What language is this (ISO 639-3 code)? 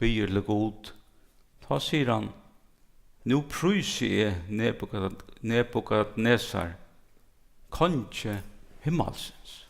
fao